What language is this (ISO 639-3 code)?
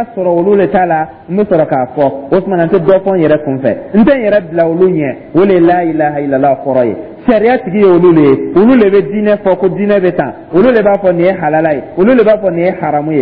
dyu